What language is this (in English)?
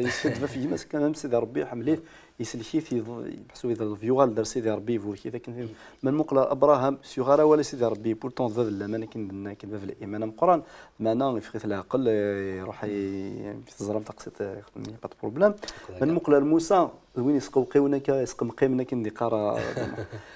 Kabyle